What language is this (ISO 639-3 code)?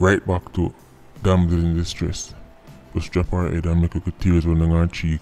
jam